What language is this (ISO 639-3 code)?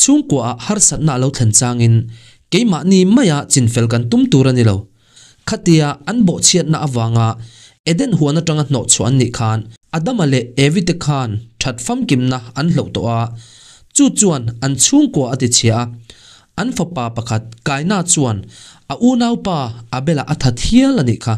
lus